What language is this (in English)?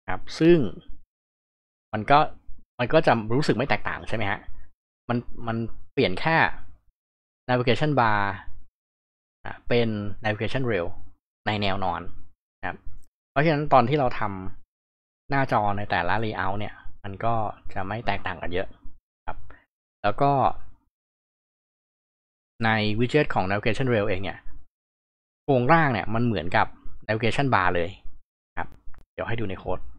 Thai